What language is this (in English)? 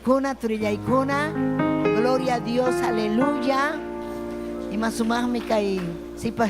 Ayacucho Quechua